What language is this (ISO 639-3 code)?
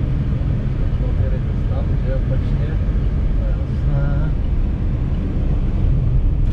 ces